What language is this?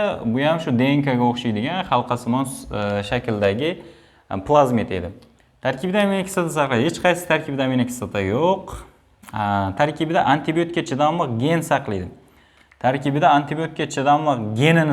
Uzbek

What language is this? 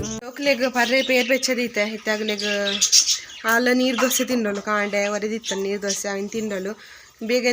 Tulu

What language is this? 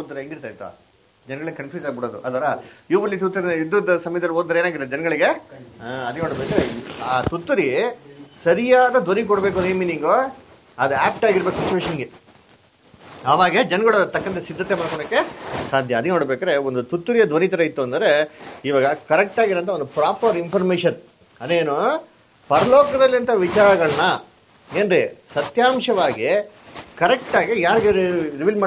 Kannada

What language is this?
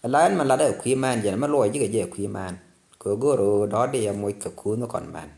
Nuer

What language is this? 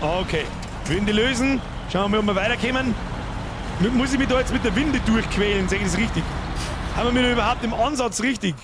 Bavarian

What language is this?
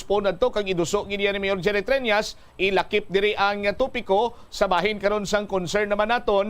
Hiligaynon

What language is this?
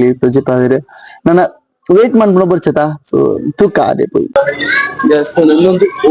Tulu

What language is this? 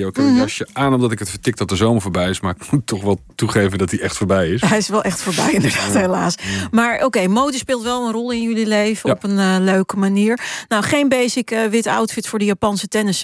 Dutch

